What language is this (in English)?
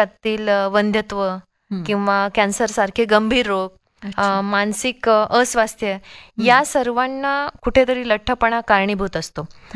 Marathi